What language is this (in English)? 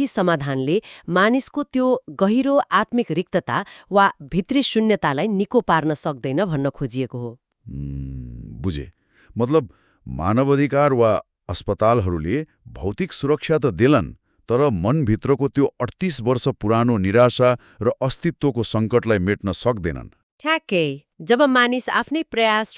Nepali